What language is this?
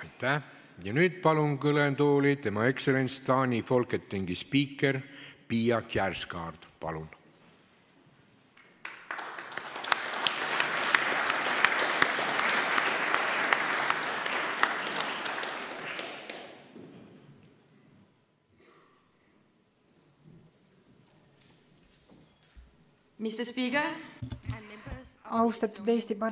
Estonian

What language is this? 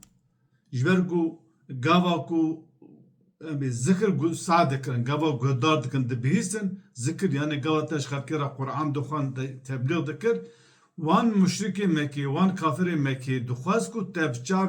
Kurdish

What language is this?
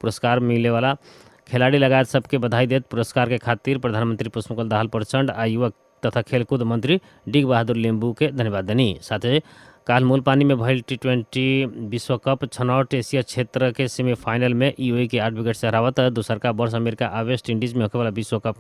Bhojpuri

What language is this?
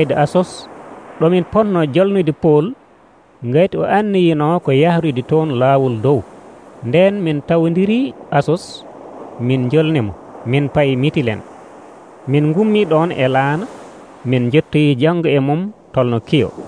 Nigerian Fulfulde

